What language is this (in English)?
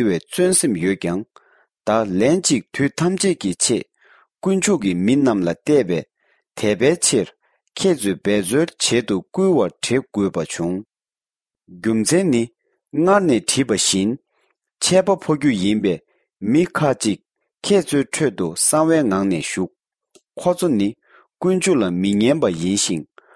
Tibetan